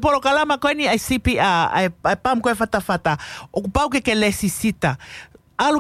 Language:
Tongan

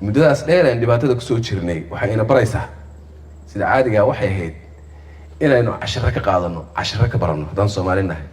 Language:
Somali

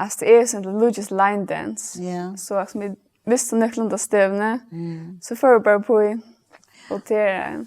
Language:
Faroese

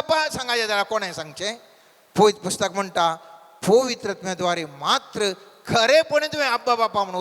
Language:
Konkani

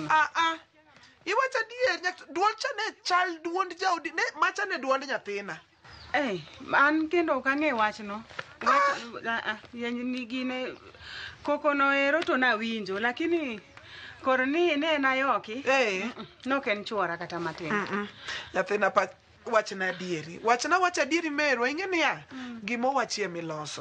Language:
Luo (Kenya and Tanzania)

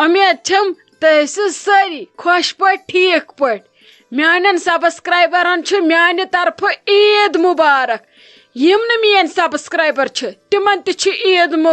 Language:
Kashmiri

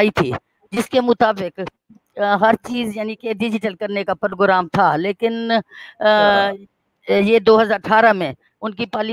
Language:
Urdu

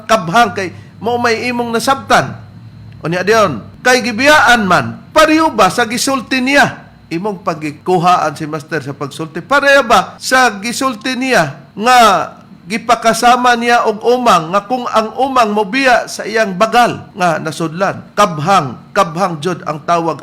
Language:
Cebuano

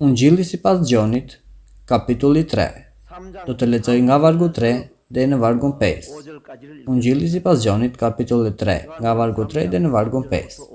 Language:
Albanian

